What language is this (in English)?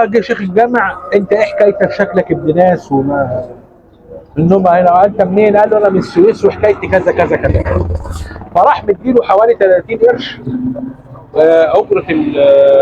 Egyptian Arabic